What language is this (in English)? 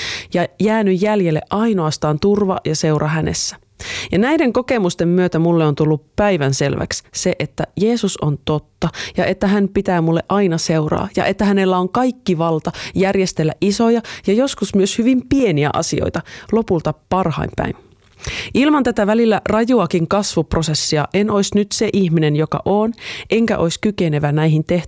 Finnish